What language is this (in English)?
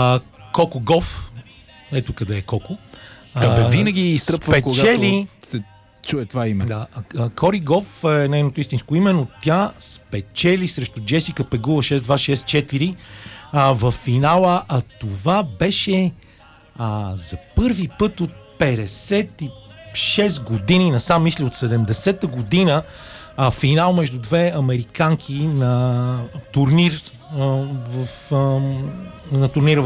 Bulgarian